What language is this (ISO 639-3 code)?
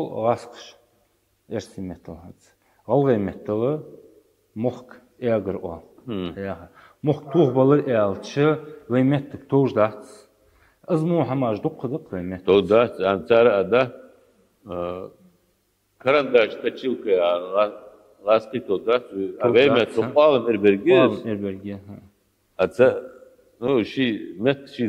inh